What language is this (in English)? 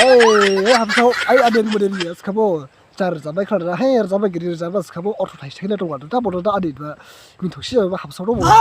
Dimasa